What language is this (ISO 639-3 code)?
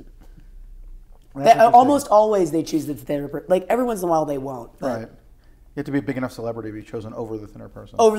eng